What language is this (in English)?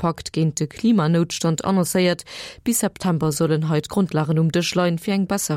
Luxembourgish